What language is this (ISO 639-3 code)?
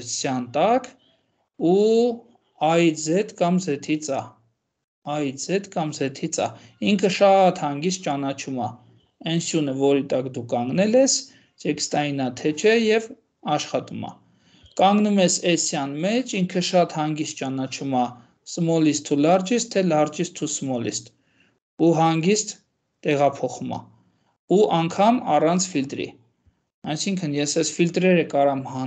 hye